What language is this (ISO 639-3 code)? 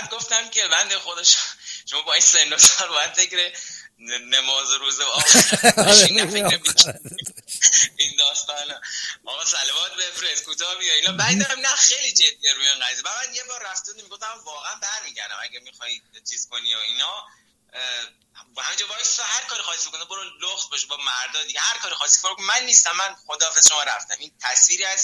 fas